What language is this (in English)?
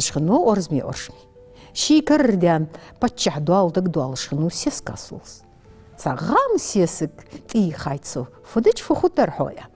Ingush